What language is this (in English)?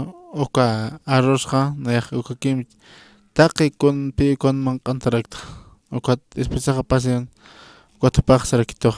Aymara